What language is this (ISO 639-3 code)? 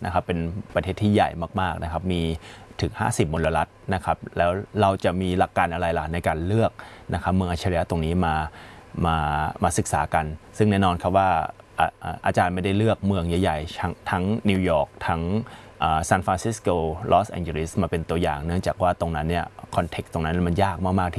tha